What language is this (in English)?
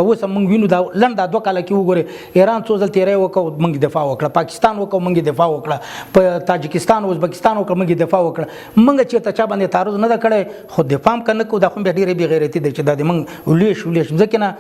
Pashto